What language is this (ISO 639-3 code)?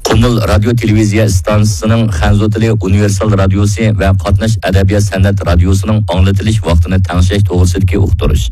uig